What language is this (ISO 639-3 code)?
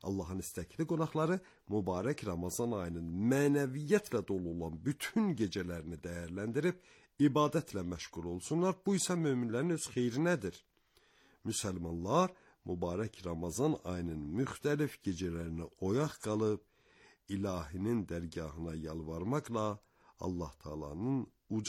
aze